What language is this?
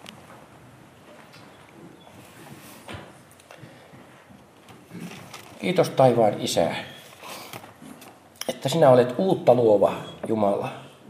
Finnish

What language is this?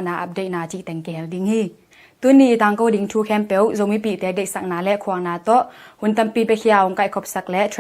Tedim Chin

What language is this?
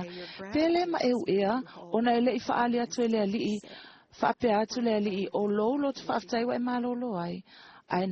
Samoan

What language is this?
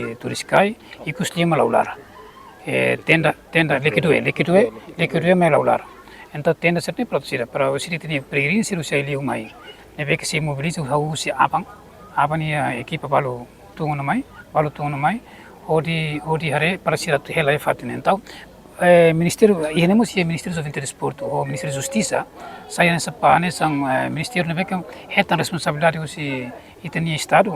Tetum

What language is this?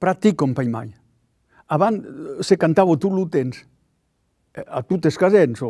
Occitan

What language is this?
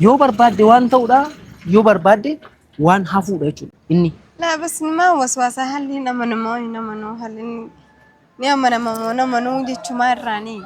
Oromo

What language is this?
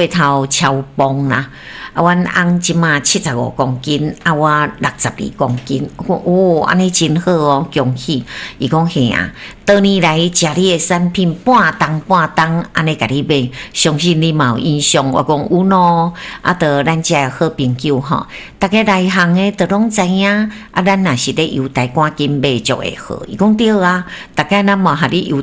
Min Nan Chinese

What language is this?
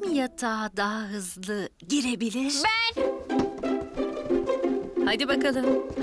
Turkish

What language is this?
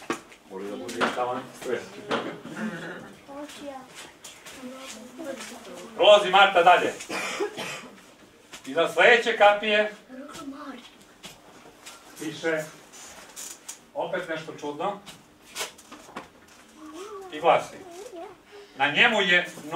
Serbian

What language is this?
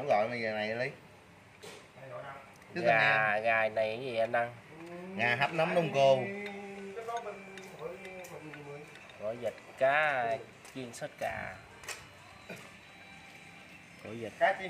Vietnamese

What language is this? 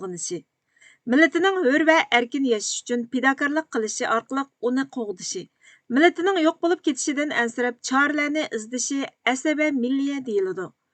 Uyghur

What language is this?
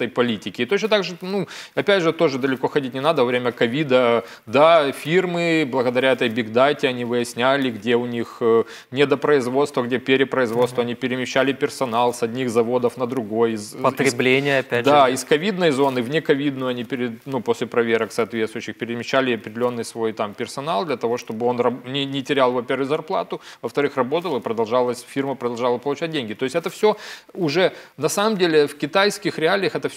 Russian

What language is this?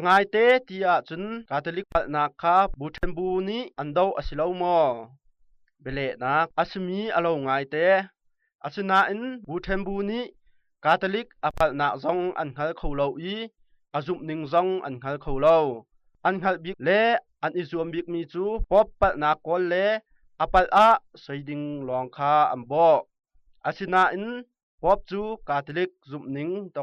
Hakha Chin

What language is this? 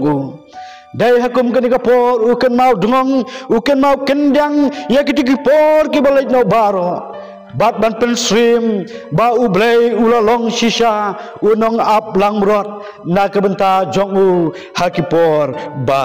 Khasi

